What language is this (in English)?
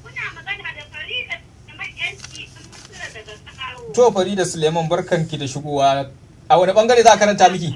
Hausa